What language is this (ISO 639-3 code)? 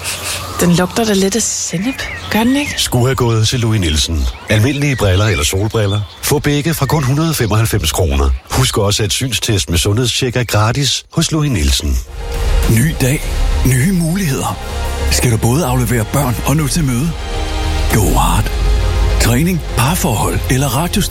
dan